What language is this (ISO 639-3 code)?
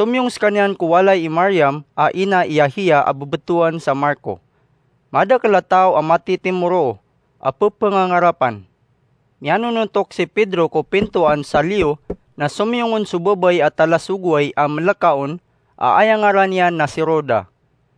mrw